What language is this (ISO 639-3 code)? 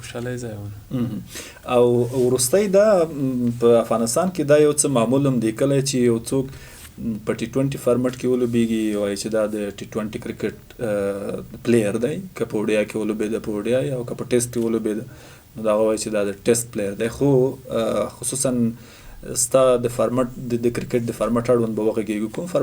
pus